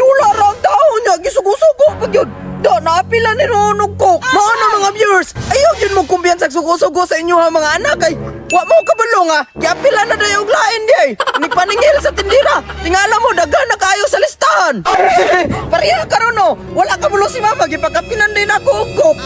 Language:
Cebuano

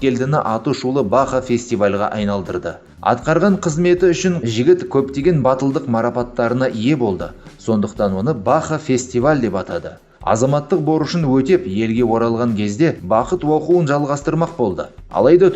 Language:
Kazakh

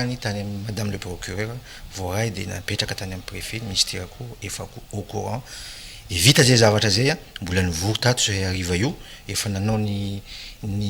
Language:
Malagasy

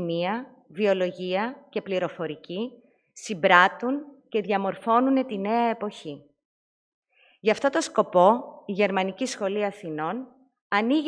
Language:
Greek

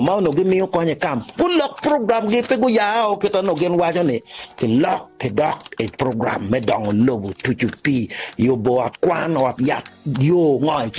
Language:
Acoli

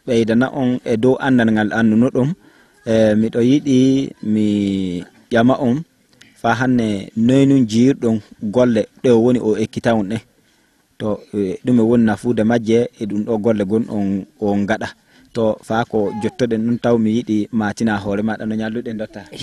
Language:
Fula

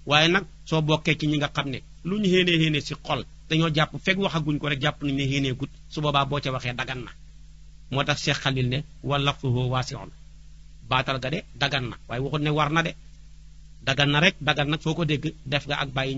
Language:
Wolof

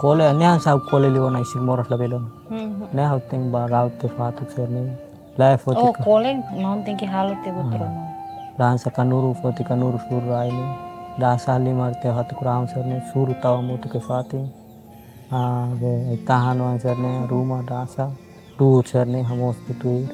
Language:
Tetum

